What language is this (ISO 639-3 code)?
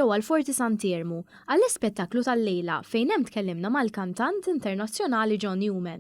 mlt